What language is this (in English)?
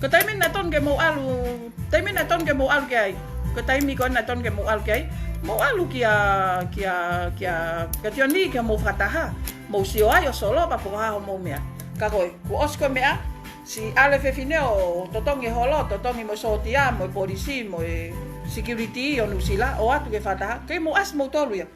Tongan